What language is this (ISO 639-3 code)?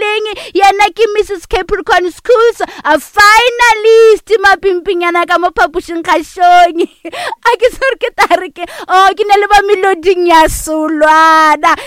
nso